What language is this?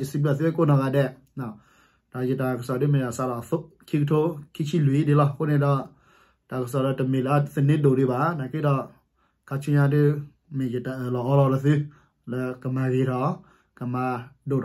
S'gaw Karen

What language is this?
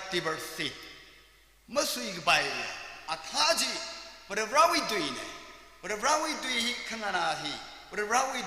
Tangkhul Naga (India)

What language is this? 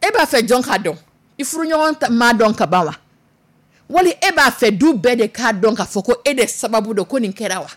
Dyula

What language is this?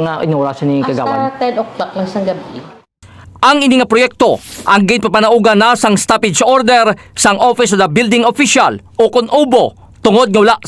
Hiligaynon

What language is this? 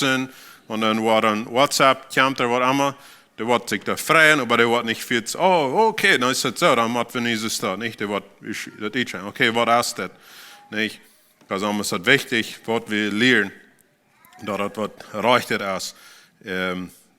Plautdietsch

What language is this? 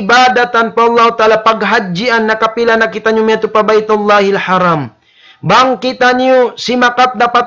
Tausug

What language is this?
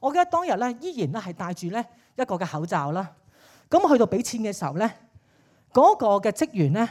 Cantonese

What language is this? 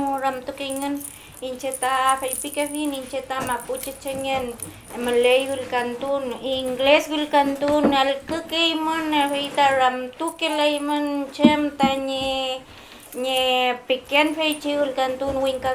Mapuche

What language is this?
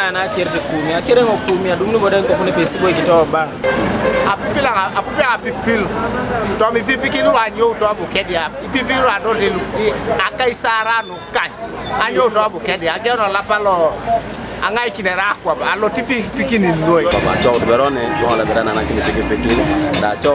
Teso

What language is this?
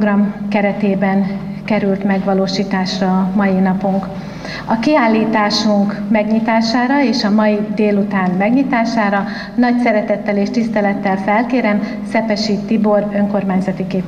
Hungarian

